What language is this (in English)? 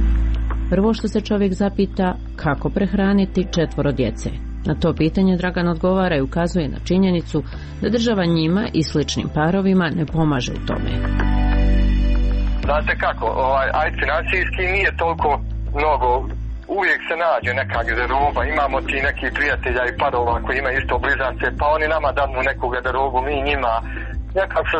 Croatian